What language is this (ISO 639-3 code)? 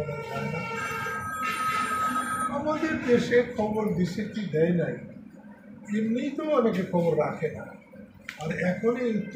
ben